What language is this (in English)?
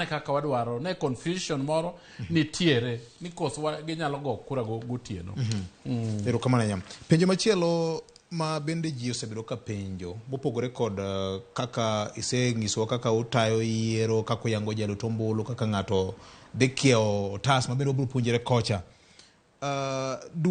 Luo (Kenya and Tanzania)